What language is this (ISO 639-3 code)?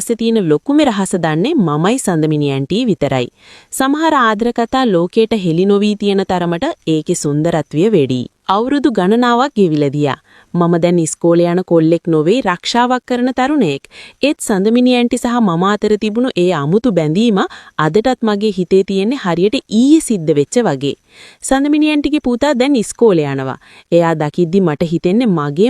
sin